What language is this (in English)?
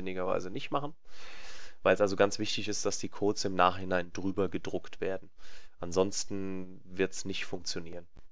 German